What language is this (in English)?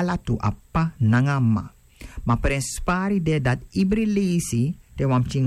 Sranan Tongo